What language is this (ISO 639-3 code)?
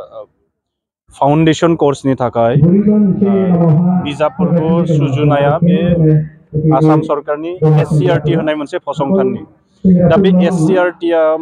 brx